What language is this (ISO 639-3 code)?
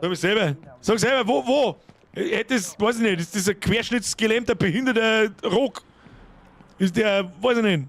bar